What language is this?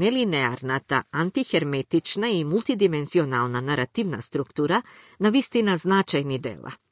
Macedonian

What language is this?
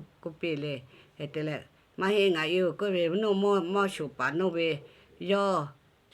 Lahu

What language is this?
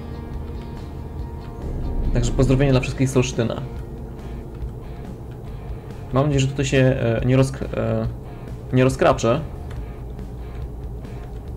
Polish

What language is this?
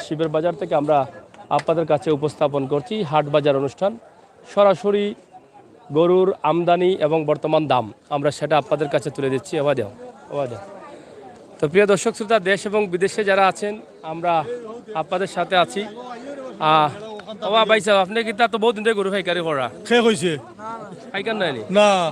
Sylheti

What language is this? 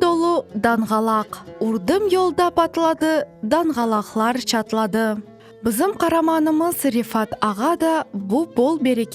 Crimean Tatar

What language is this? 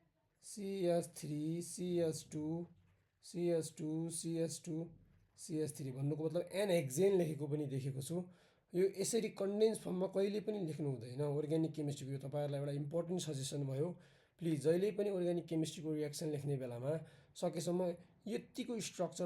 Nepali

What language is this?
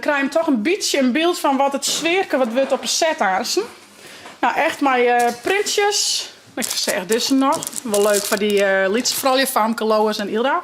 Western Frisian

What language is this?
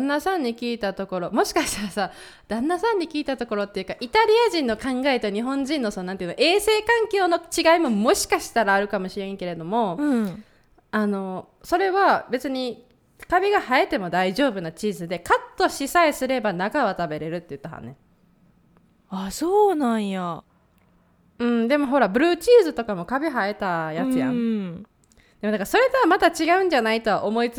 Japanese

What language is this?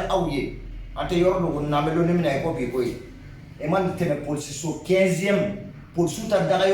Bambara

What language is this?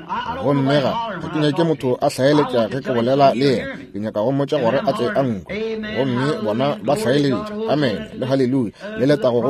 Northern Sotho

